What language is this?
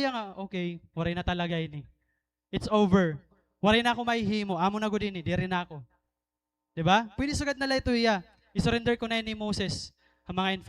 Waray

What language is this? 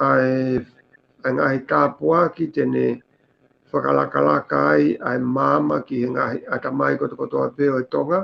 Tongan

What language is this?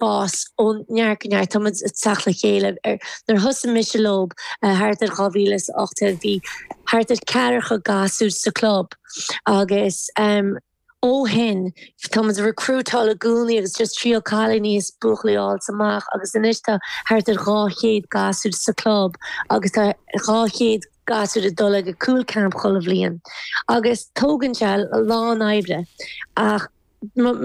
Irish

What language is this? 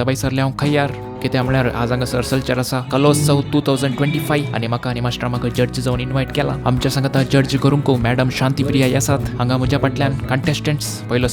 Konkani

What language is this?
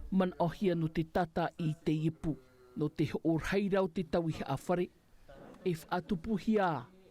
Tahitian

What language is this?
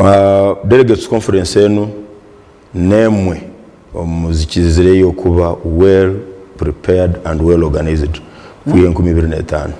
Nyankole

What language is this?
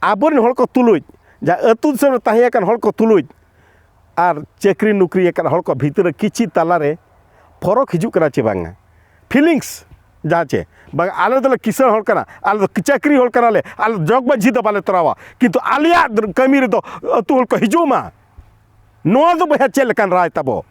Santali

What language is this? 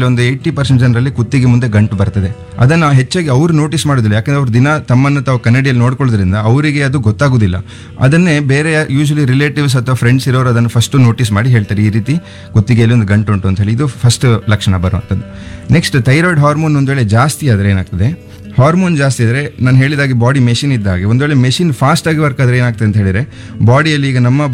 Kannada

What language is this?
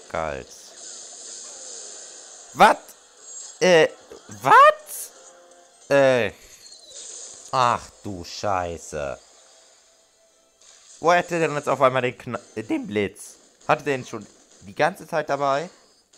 German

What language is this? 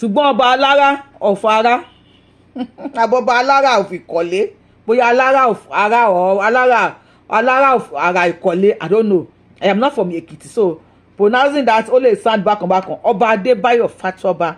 Yoruba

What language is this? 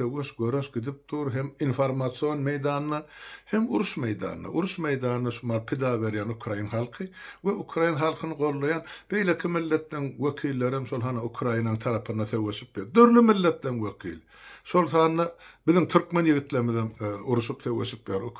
Turkmen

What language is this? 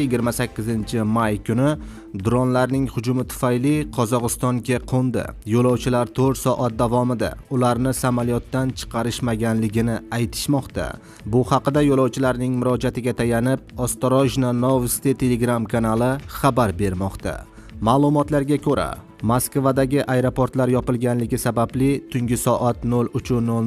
Uzbek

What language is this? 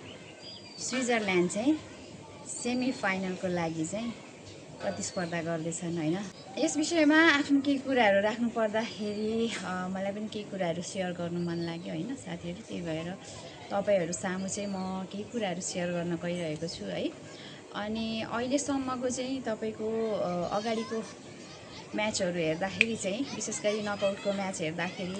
Nepali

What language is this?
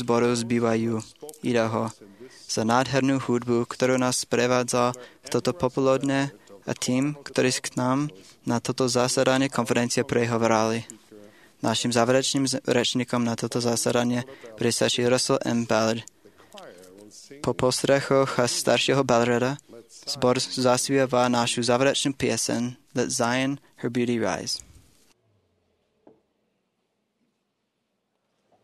Slovak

